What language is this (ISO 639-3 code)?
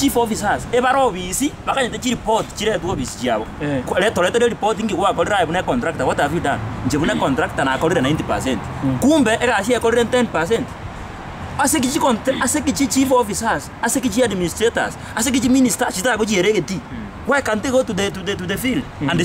guz